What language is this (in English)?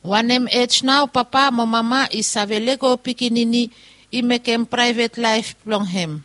Bislama